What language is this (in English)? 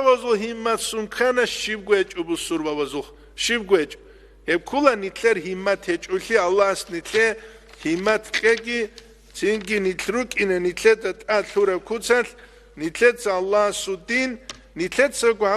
Avaric